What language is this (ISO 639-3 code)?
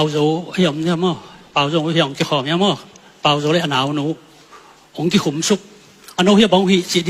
ctd